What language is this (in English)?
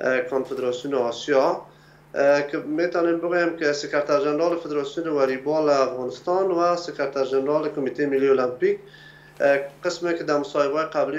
Persian